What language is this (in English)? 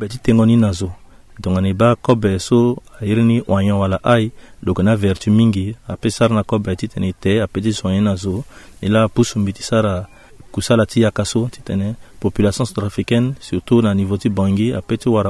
Sango